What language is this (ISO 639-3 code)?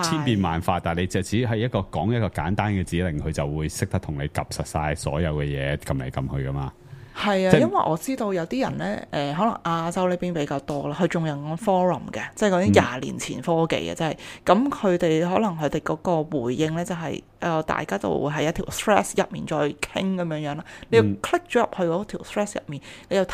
yue